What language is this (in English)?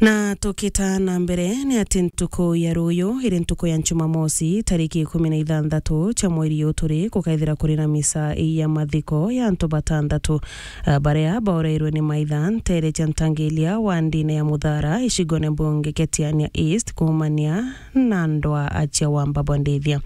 Meru